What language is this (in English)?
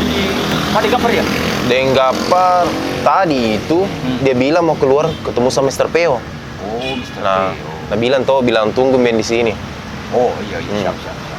Makassar Malay